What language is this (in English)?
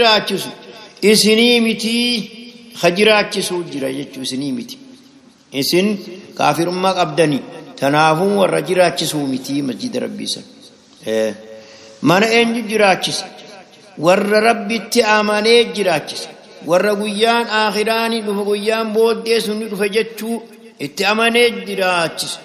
Oromo